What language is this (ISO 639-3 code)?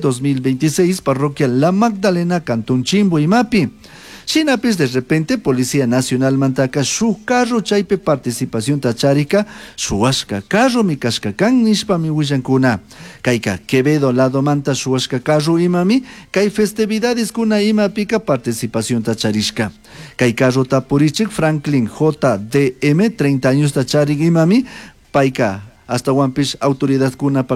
qug